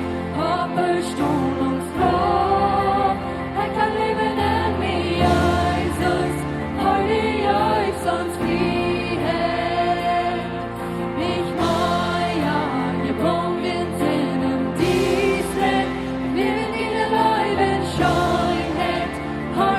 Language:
Plautdietsch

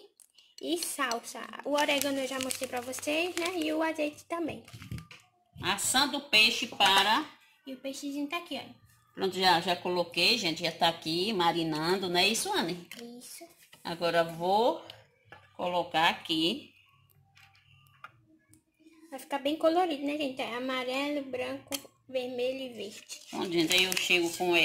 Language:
Portuguese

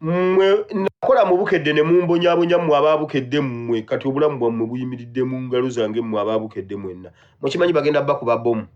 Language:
Ganda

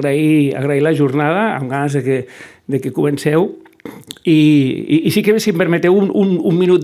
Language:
Catalan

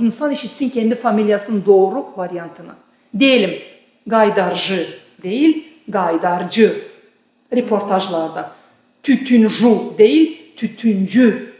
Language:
Gagauz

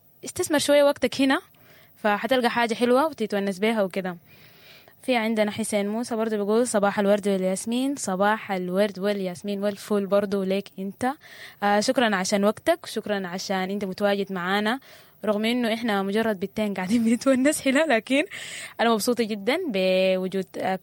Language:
Sudanese Arabic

